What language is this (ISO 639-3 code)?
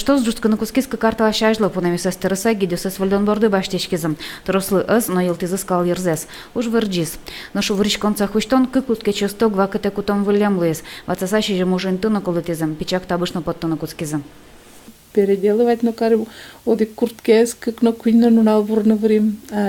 udm